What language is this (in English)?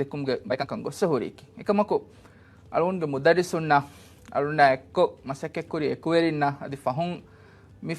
Divehi